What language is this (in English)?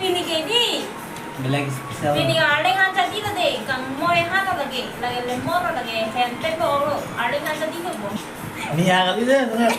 Karbi